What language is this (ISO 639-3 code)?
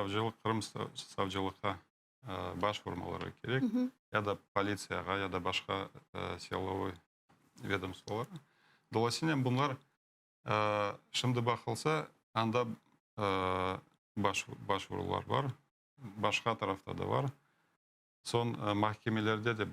crh